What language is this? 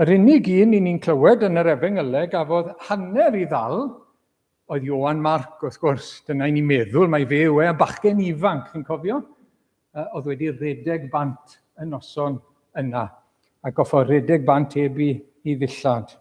Welsh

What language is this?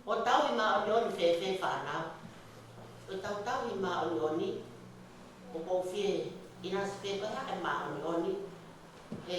Tongan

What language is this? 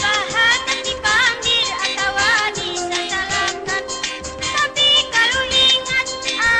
Banjar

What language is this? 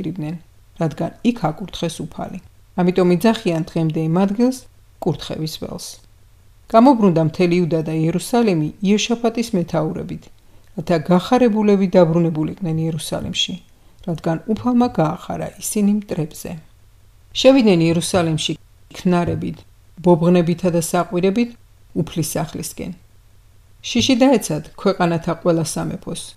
Georgian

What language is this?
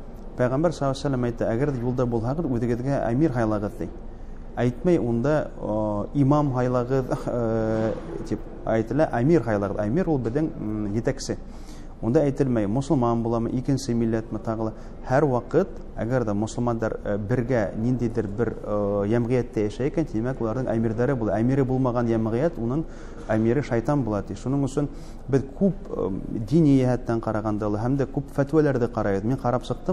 Bashkir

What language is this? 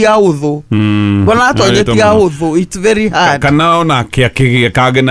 Kikuyu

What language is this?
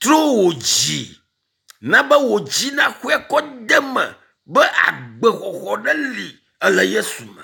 Ewe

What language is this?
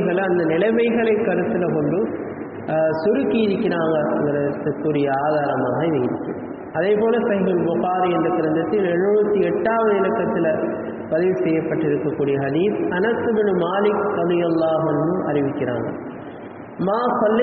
Tamil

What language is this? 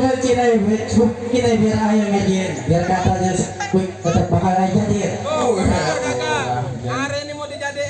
Betawi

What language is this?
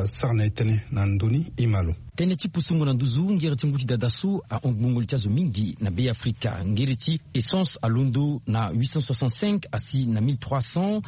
Sango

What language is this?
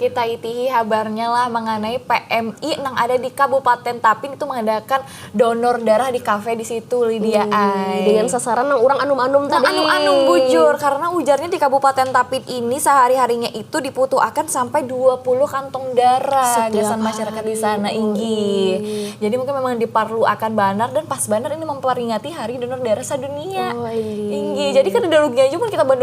Banjar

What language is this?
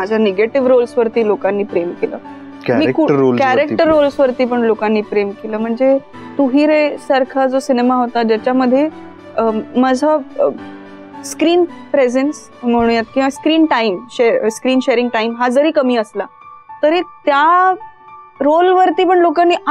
Marathi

